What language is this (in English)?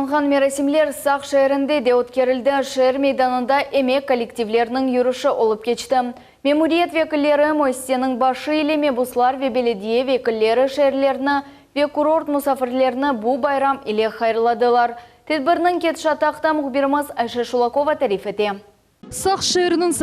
Crimean Tatar